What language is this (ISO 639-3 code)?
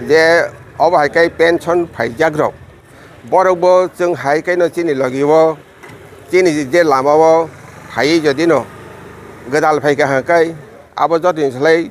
trp